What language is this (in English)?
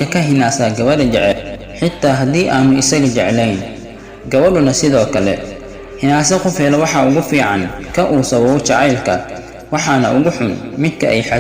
Somali